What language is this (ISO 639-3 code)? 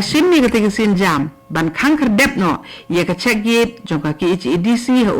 kha